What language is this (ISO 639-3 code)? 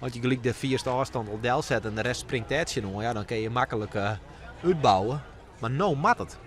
fry